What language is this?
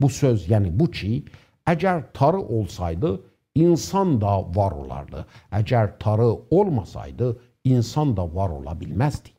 South Azerbaijani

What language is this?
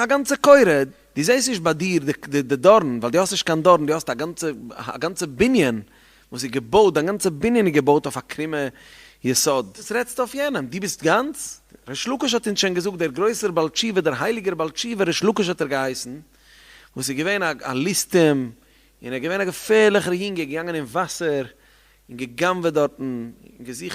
Yiddish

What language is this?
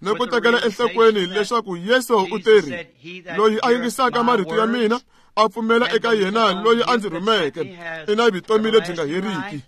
Tsonga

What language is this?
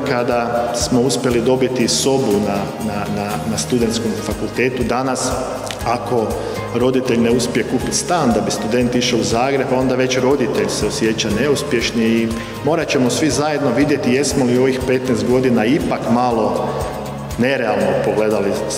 Croatian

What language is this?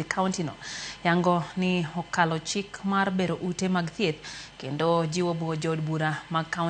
Luo (Kenya and Tanzania)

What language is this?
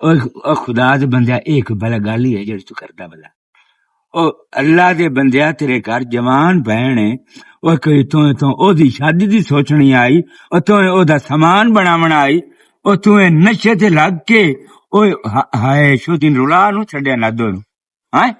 Western Panjabi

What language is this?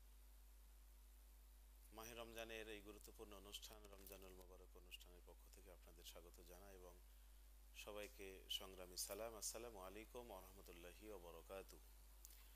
Bangla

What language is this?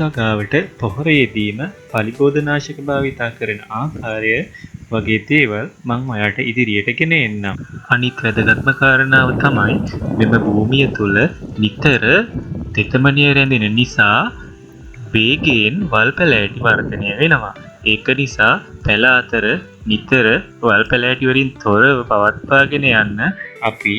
Sinhala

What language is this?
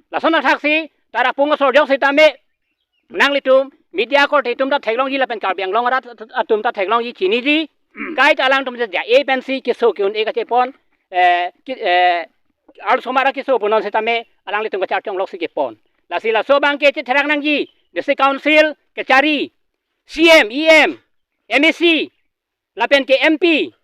Karbi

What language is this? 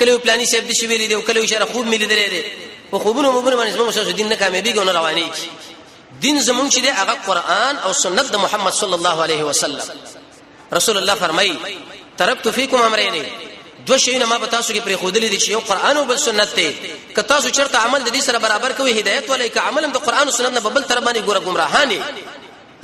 Pashto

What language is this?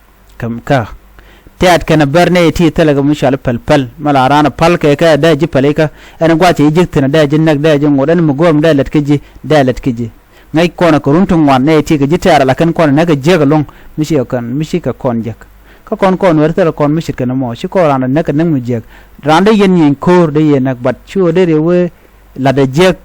Nuer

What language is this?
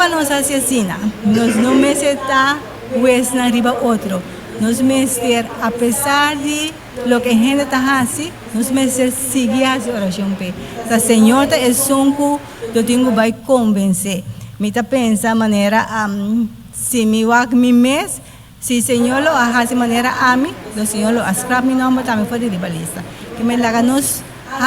Papiamento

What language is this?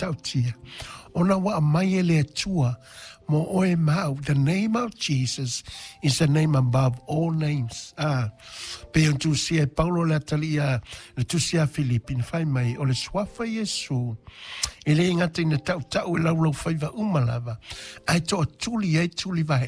Samoan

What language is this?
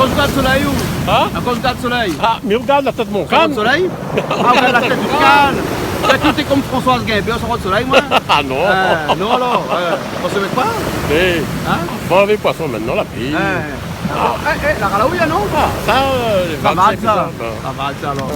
Réunion Creole French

